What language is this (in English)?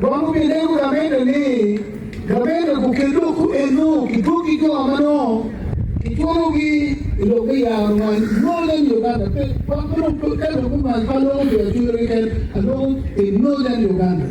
Acoli